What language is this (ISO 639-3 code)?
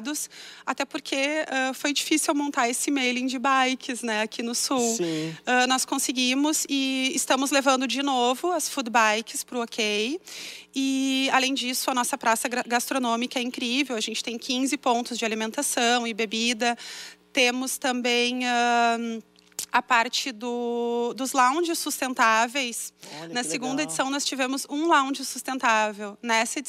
por